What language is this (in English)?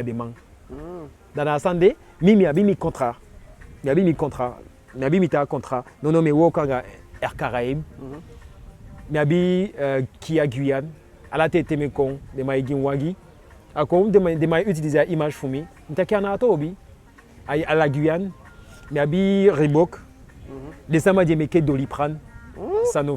Eastern Maroon Creole